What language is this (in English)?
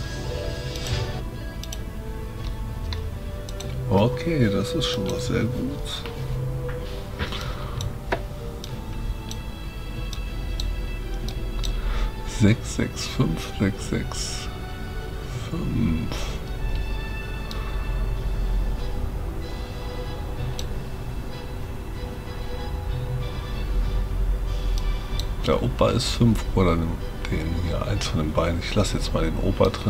German